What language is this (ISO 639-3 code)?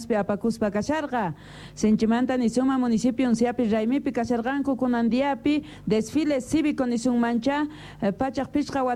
quh